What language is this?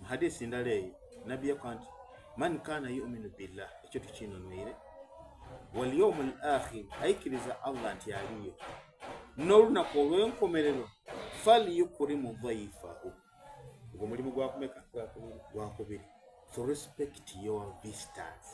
Soga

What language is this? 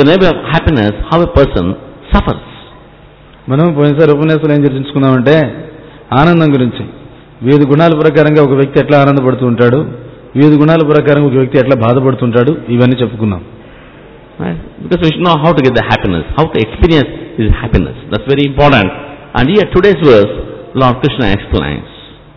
Telugu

